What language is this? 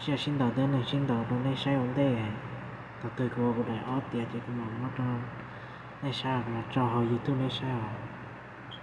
Hmong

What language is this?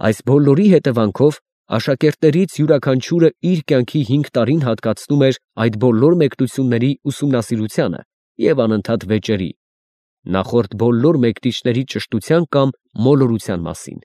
Armenian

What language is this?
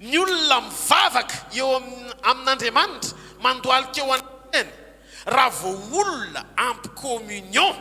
Malagasy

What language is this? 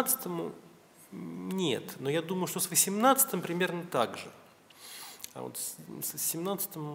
Russian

